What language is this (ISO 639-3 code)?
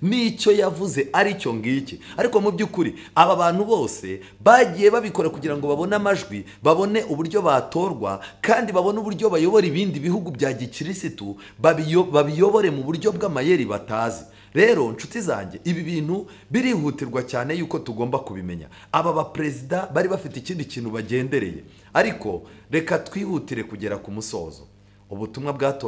kin